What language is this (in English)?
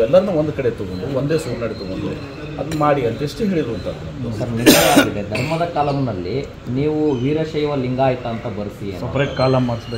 Kannada